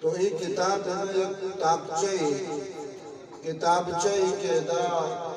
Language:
Eastern Balochi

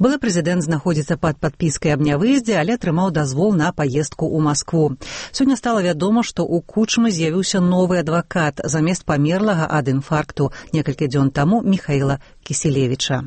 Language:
Belarusian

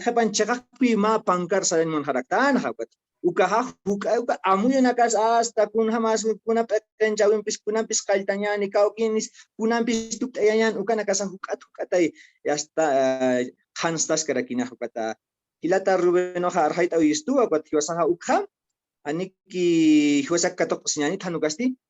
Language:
Aymara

